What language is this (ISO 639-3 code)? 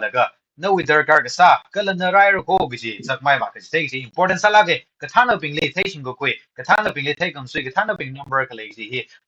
nmf